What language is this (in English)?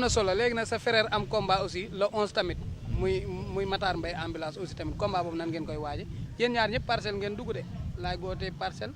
Wolof